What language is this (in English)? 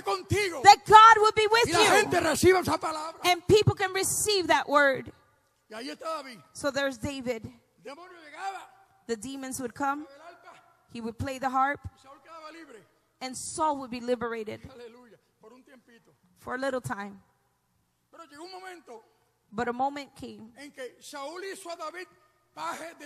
Spanish